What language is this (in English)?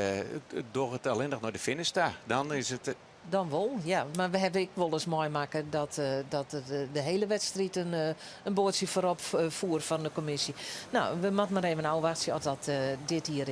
Western Frisian